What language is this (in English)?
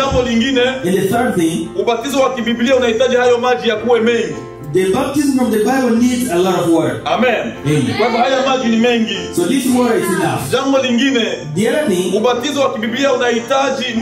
Swahili